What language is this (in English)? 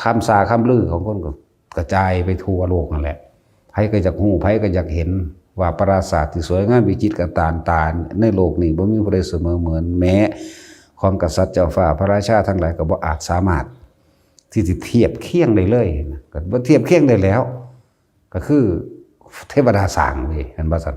Northeastern Thai